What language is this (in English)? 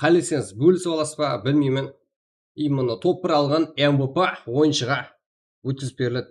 Kara-Kalpak